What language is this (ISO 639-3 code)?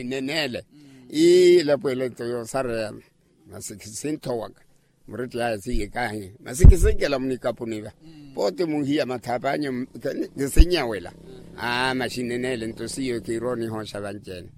vmw